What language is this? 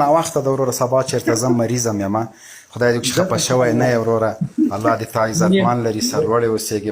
Pashto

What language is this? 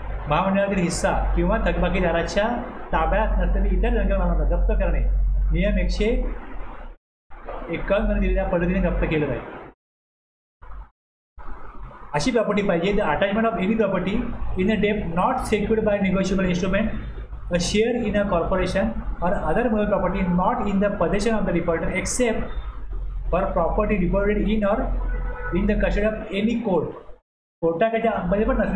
Marathi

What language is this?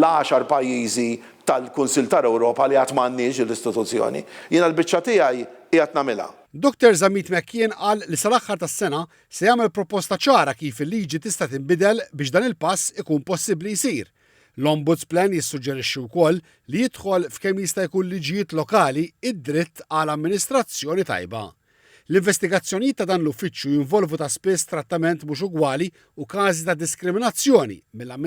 Maltese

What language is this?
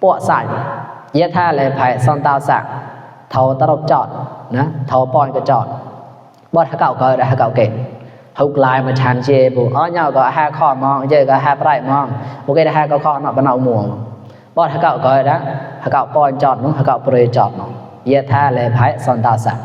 Mon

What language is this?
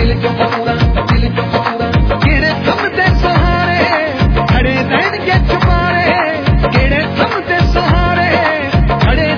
Punjabi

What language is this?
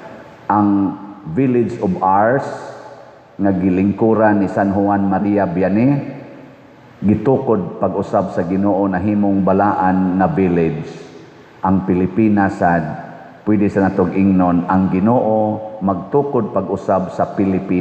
Cebuano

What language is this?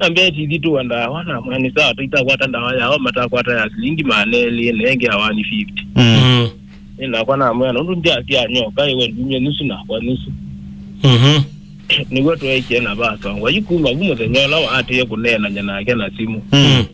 Kamba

